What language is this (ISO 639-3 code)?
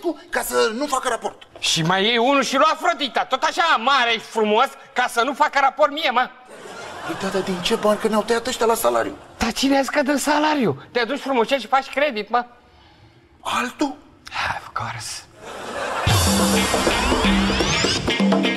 ron